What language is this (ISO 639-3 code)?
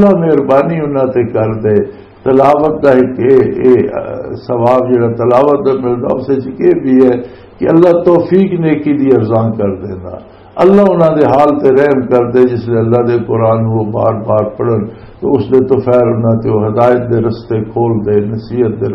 lah